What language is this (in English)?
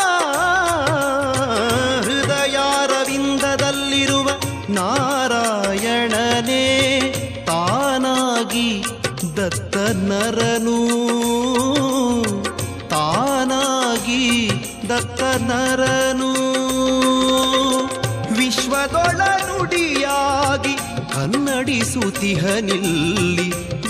Kannada